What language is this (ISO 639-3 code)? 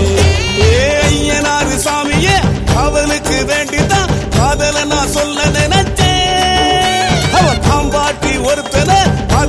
tam